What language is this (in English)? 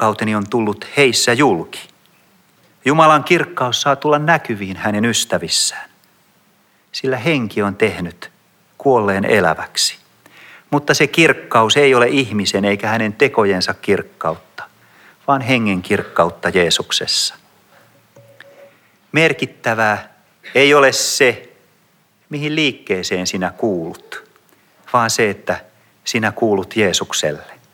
Finnish